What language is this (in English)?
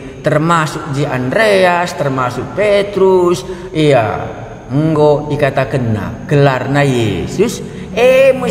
Batak Karo